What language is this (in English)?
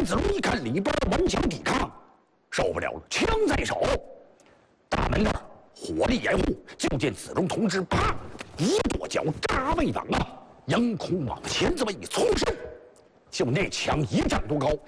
Chinese